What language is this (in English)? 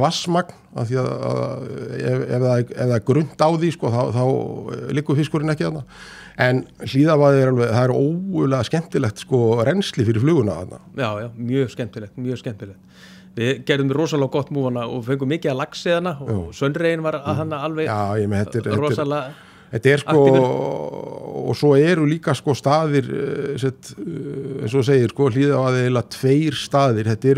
Icelandic